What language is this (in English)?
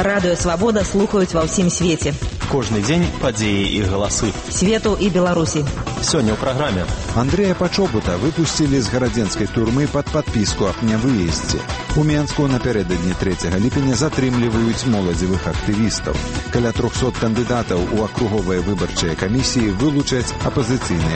Belarusian